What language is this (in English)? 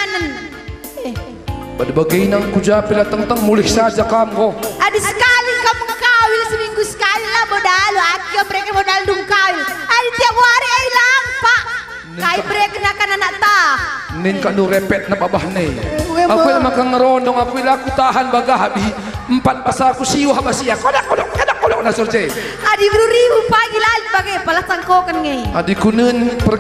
Batak Karo